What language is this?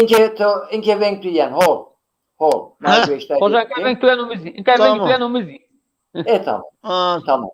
Zaza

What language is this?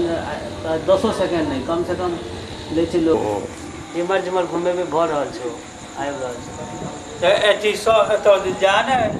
Maithili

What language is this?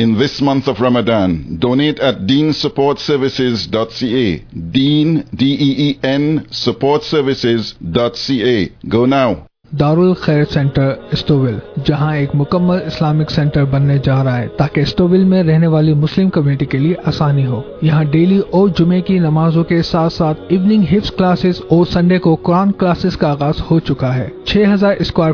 Punjabi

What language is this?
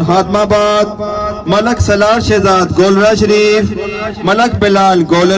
Pahari-Potwari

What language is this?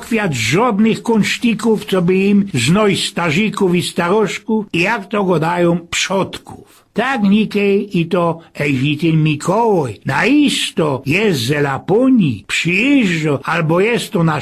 Silesian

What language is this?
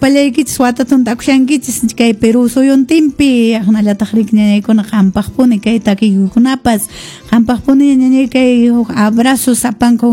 Quechua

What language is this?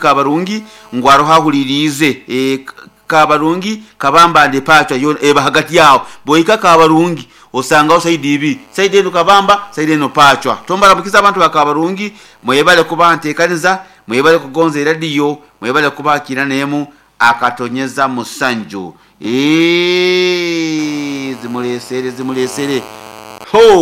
Nyoro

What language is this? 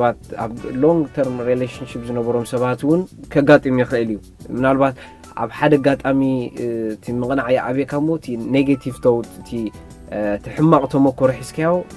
Tigrinya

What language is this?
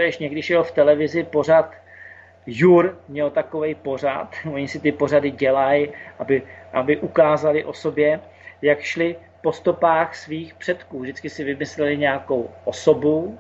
Czech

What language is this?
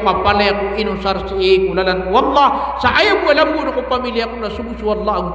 Maranao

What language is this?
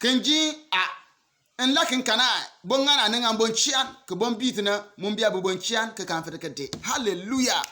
Bimoba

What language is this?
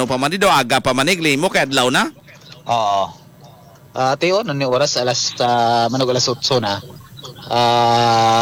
Hiligaynon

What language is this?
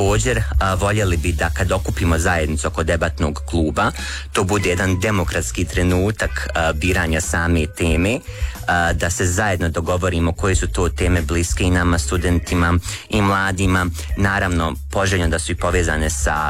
Croatian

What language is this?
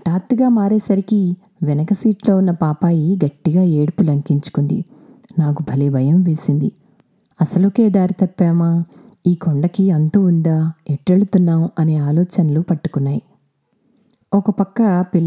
Telugu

